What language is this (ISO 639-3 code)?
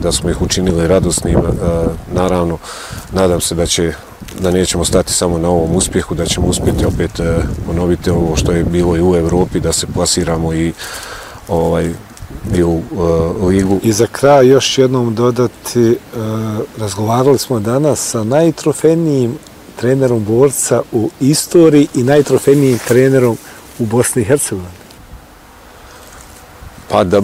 bos